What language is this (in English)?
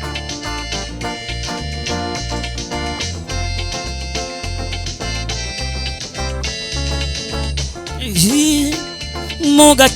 Réunion Creole French